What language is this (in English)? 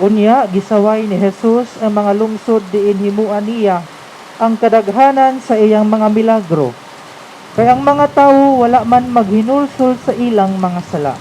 Cebuano